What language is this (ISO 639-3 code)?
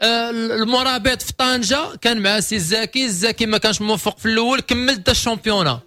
ary